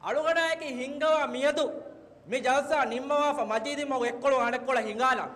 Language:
Divehi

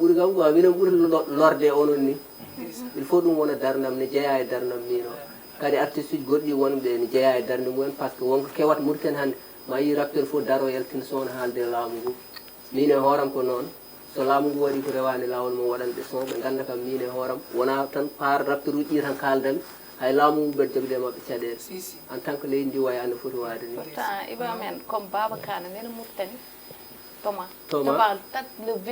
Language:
Fula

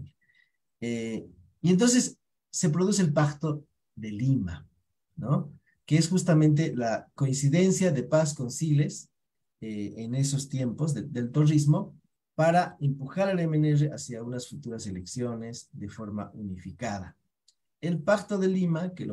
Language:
Spanish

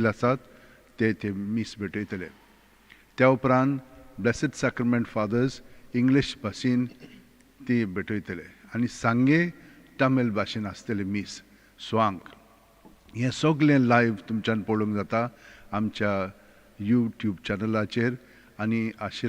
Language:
Konkani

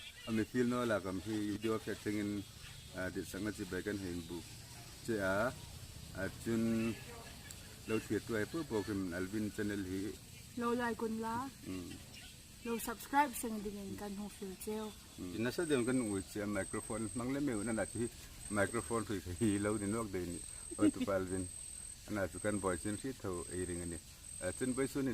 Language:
Hmar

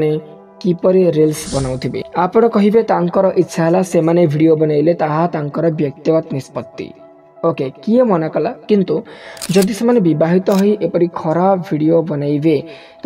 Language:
Odia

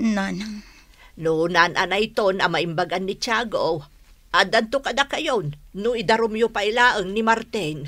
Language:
Iloko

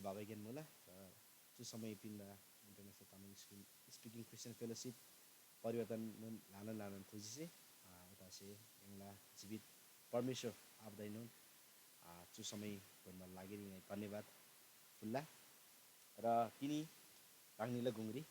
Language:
Eastern Tamang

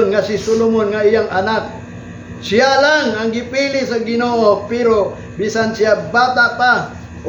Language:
Cebuano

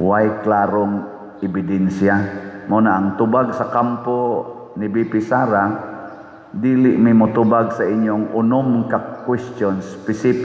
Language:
Cebuano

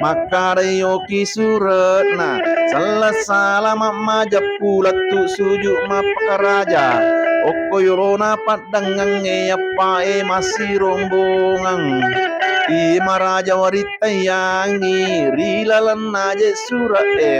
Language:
Buginese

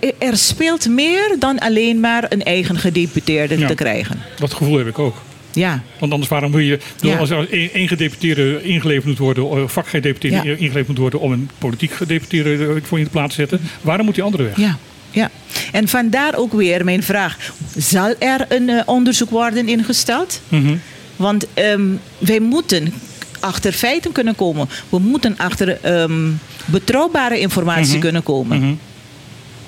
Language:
Dutch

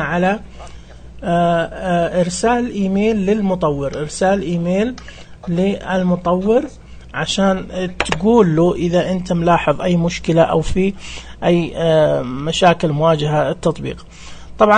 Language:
Najdi Arabic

